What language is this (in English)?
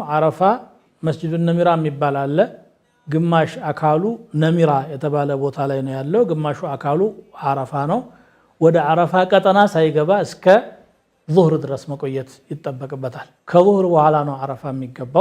Amharic